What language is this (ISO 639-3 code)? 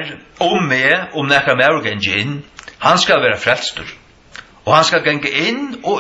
fao